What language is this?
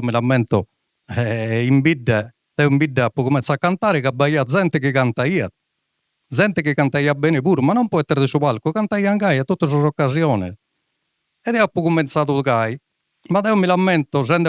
Sardinian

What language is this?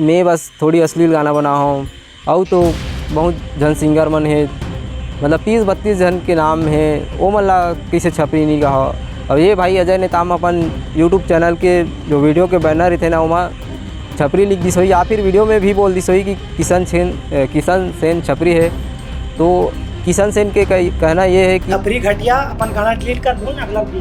Chhattisgarhi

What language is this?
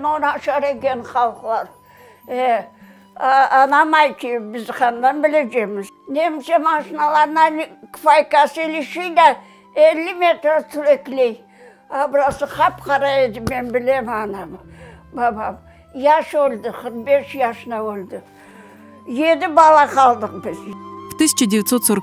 Crimean Tatar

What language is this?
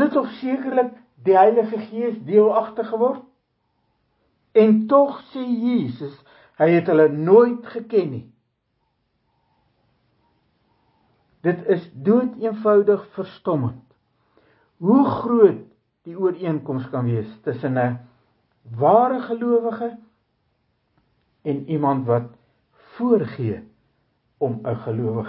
Afrikaans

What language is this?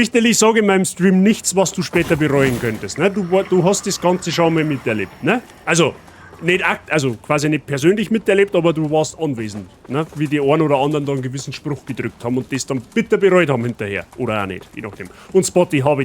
Bavarian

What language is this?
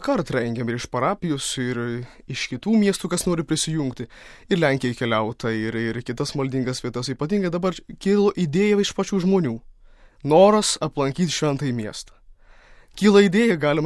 Lithuanian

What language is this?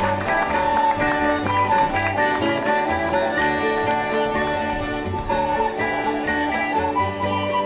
Greek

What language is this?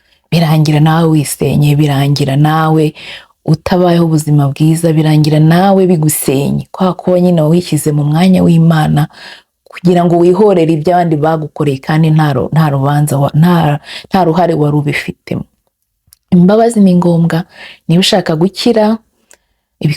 Kinyarwanda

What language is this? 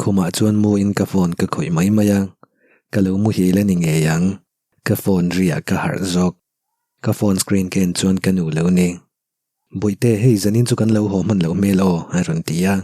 Mizo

